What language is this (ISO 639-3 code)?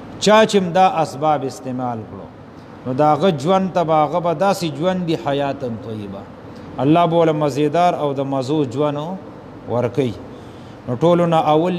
pus